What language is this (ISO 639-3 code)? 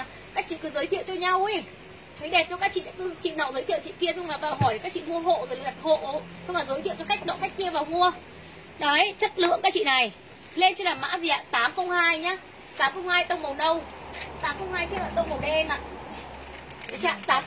vie